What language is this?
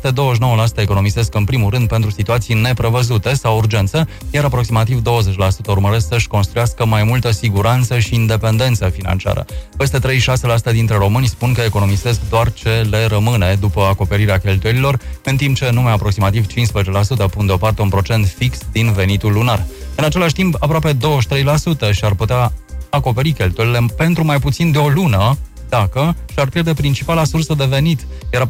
Romanian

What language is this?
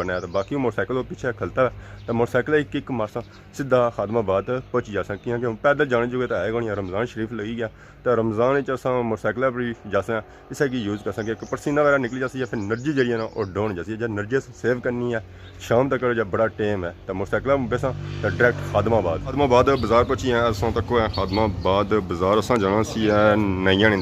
Pahari-Potwari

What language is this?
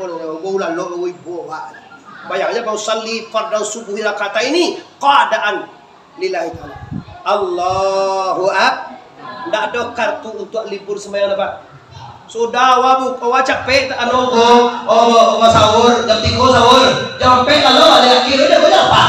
Minangkabau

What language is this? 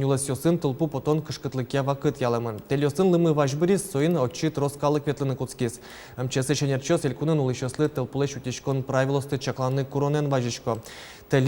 Udmurt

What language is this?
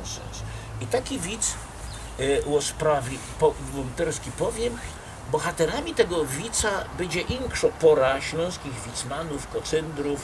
Silesian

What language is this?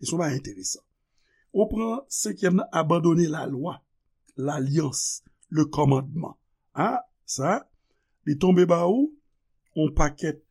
Haitian Creole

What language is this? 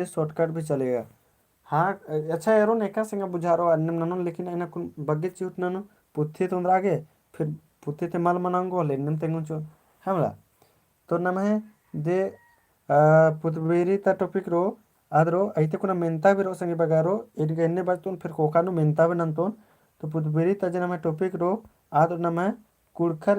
Kurukh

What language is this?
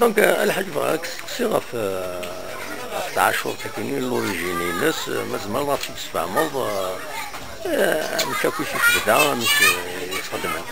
Kabyle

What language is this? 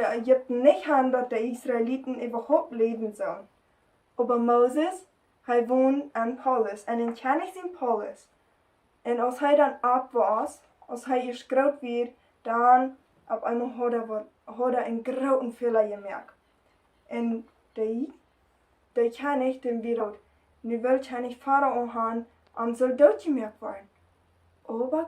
Plautdietsch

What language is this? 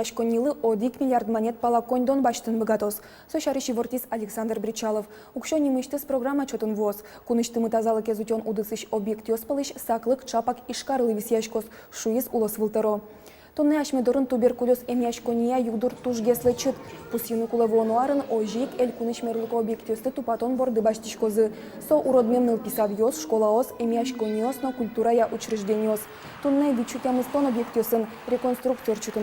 Udmurt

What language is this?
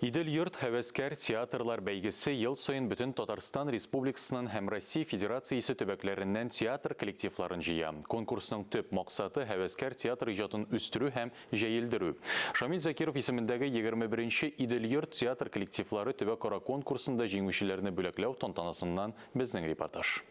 Tatar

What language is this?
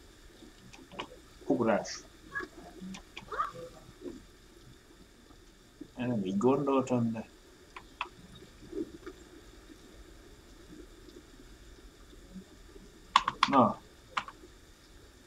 Hungarian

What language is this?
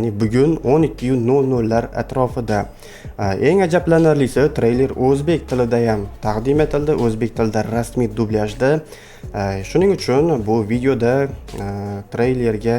Uzbek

